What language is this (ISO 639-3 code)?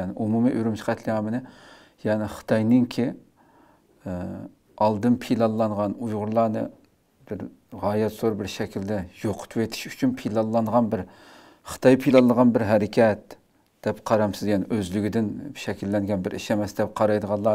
uig